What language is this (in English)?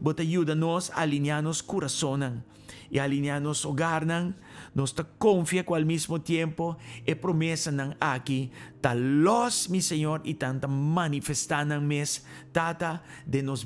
Papiamento